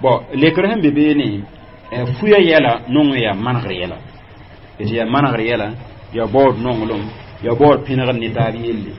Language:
Mossi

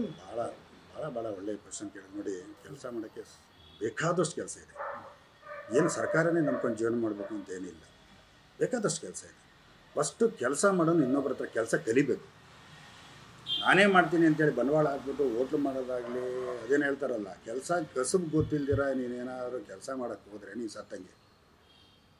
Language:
Kannada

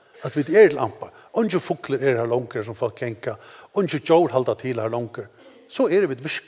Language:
Faroese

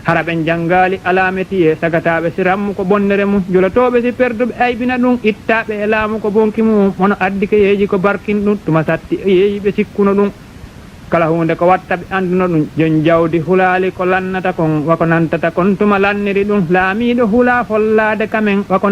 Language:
Fula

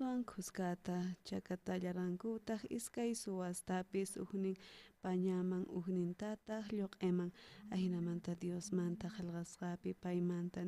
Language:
South Bolivian Quechua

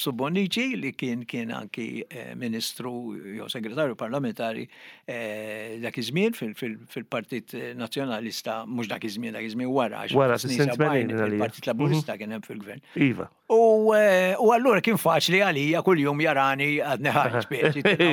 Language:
Maltese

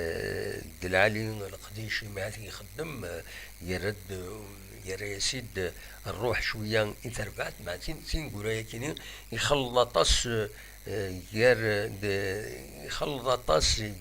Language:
Kabyle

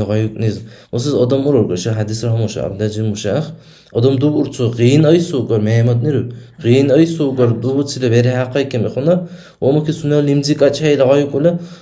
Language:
Dargwa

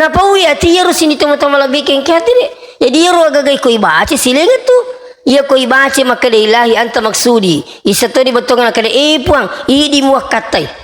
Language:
Buginese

